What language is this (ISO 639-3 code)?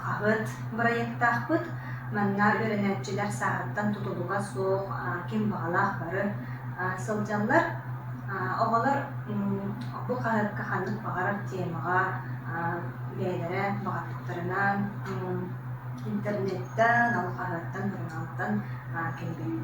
sah